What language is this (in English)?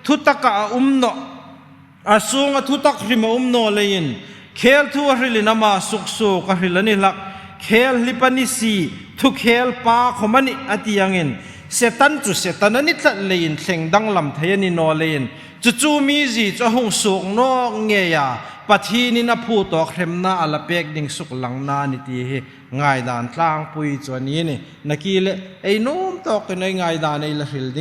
Hmar